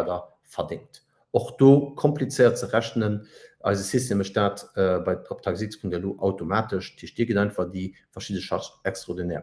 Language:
Luxembourgish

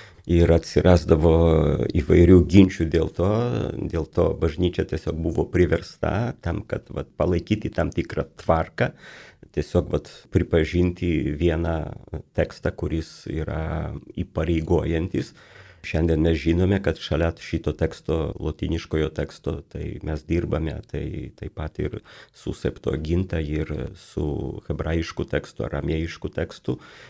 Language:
Lithuanian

